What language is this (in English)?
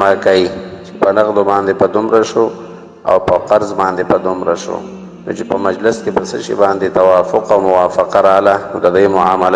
Pashto